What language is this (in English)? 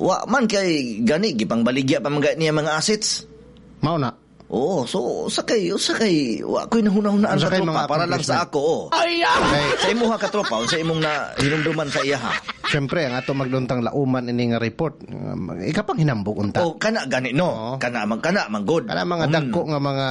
Cebuano